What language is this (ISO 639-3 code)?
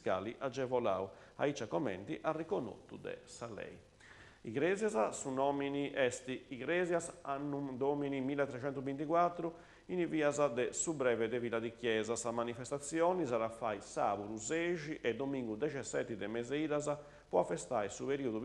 srd